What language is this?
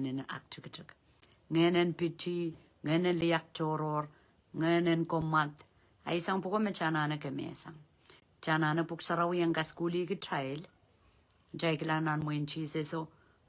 Pohnpeian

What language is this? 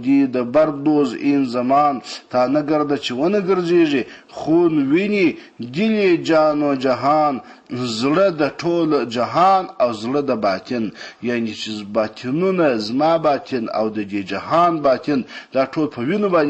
Pashto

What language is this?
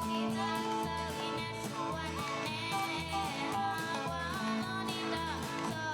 Mohawk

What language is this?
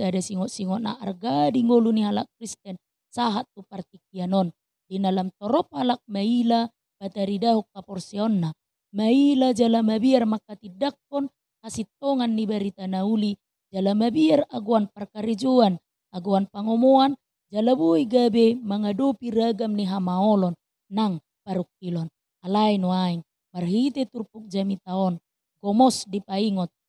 Batak Toba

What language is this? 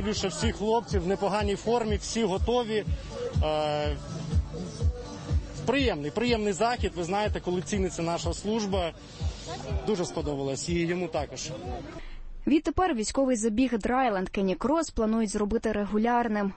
Ukrainian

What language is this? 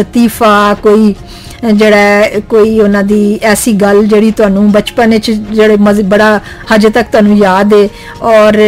Punjabi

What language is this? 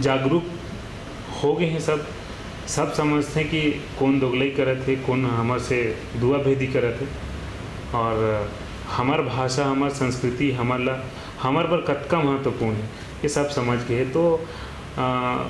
Chhattisgarhi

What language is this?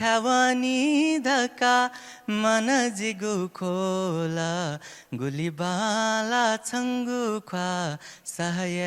Newari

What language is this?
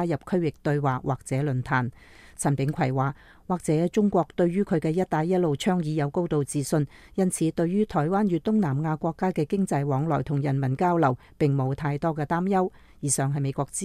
Cantonese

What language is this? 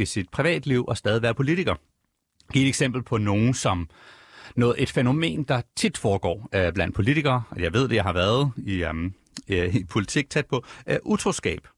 Danish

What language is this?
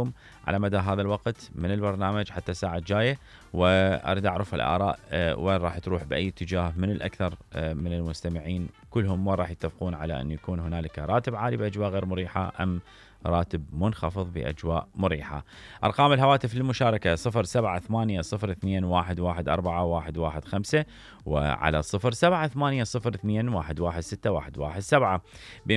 Mesopotamian Arabic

